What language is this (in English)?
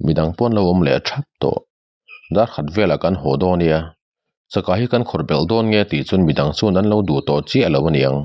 Mizo